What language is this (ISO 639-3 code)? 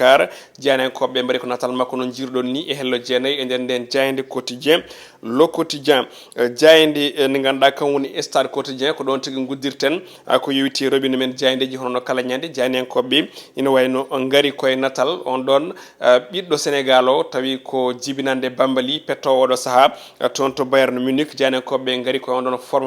ful